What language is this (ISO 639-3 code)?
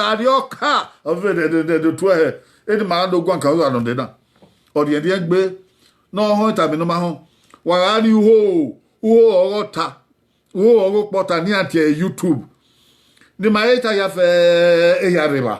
bin